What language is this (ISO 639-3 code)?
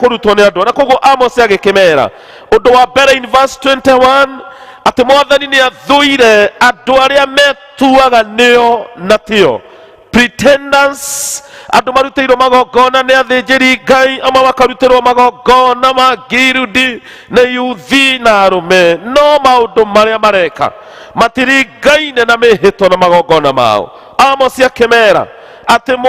kik